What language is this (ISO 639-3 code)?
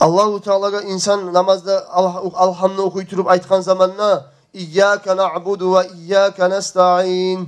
kum